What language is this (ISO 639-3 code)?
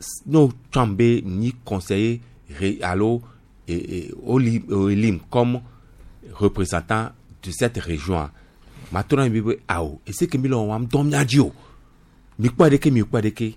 gej